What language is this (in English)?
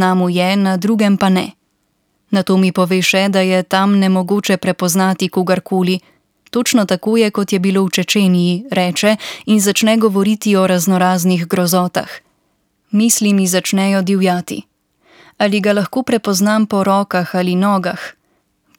Slovenian